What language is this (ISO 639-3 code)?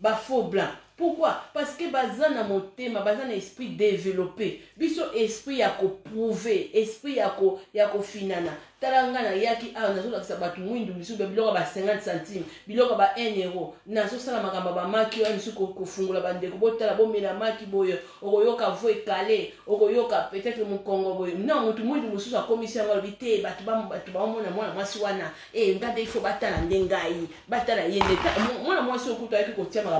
lin